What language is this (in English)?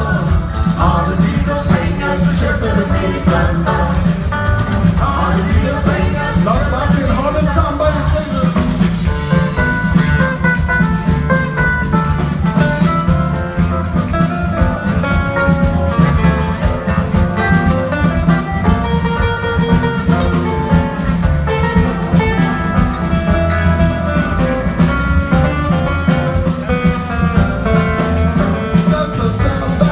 Swedish